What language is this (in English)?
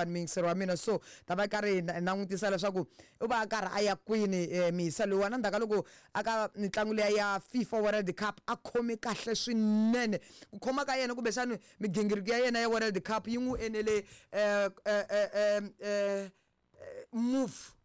Tsonga